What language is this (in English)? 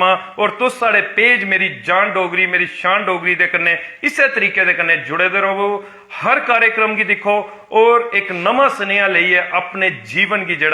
Dogri